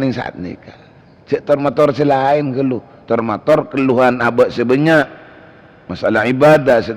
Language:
Madurese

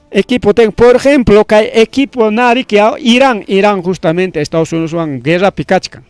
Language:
Ayacucho Quechua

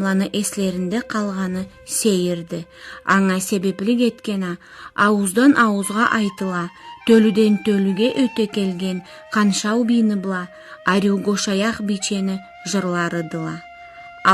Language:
Karachay-Balkar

